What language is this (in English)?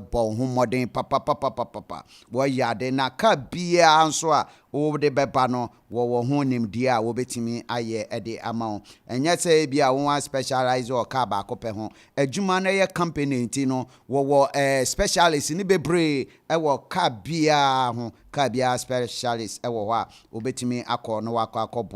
Akan